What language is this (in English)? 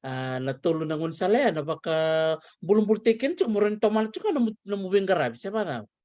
Fijian